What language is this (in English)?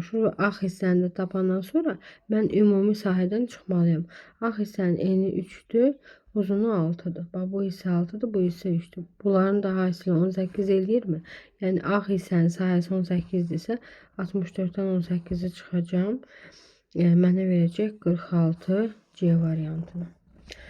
Azerbaijani